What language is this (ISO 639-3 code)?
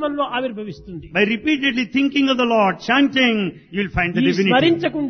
tel